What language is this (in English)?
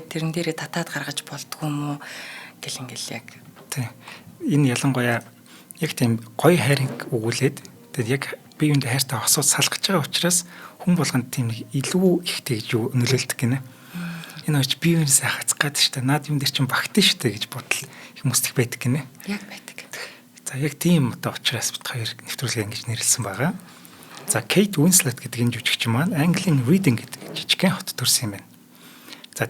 Mongolian